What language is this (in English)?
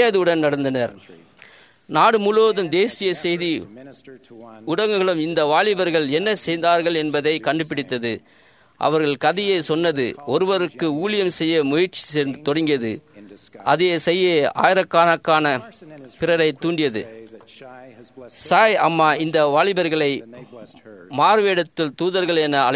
Tamil